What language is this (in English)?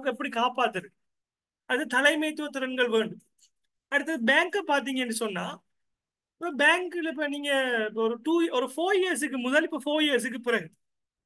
Tamil